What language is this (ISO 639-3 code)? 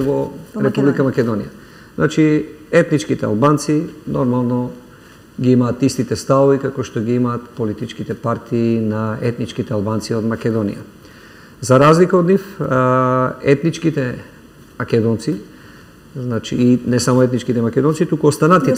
mkd